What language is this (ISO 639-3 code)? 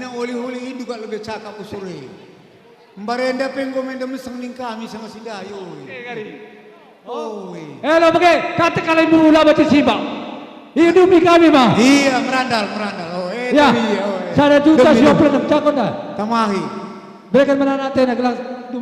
btx